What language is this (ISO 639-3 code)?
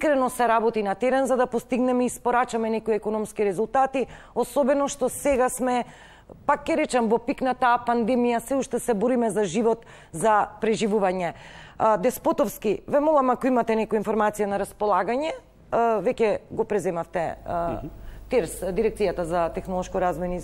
mkd